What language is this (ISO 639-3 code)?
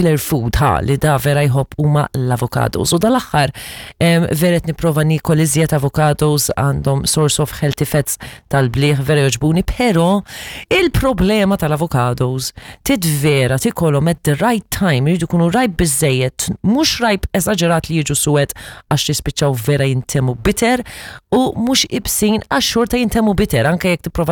mlt